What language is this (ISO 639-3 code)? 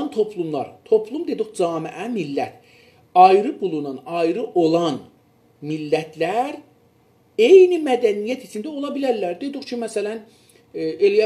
azb